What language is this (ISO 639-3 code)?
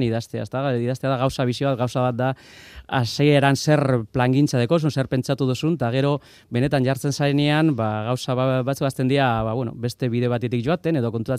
eus